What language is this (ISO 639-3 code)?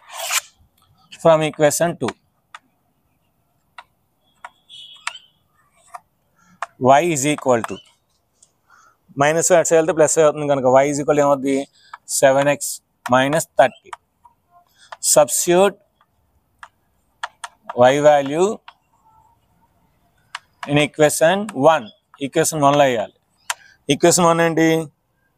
tel